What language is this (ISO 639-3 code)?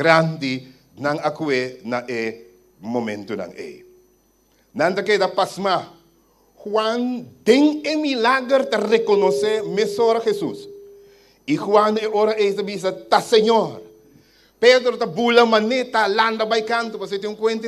pap